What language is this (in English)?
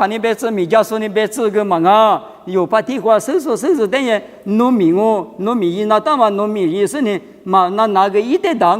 Lisu